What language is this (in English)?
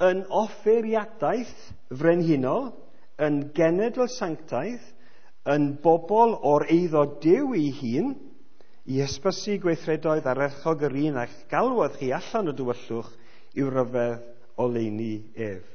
Welsh